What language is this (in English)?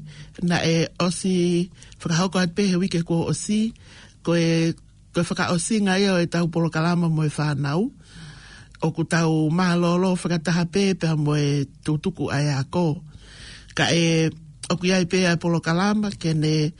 Tongan